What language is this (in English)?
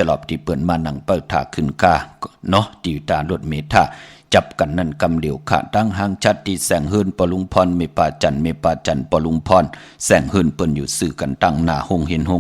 Shan